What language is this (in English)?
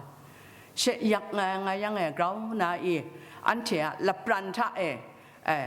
Kachin